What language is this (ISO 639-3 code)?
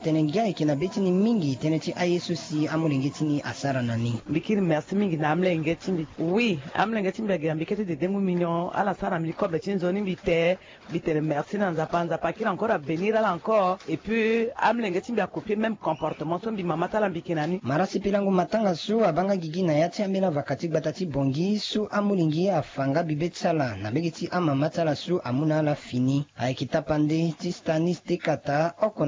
sag